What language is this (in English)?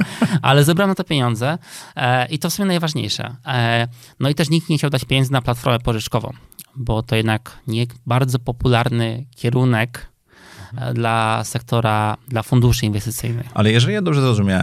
Polish